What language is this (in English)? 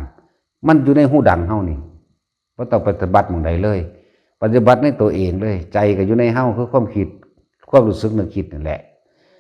Lao